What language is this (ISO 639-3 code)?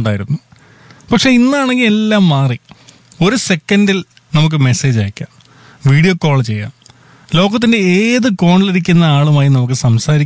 mal